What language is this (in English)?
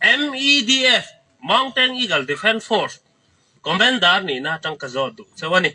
Hakha Chin